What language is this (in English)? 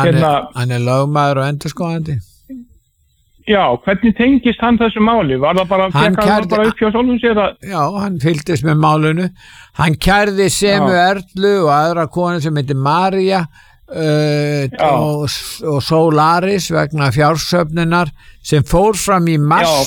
Icelandic